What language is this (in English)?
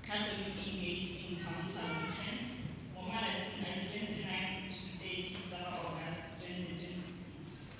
Tswana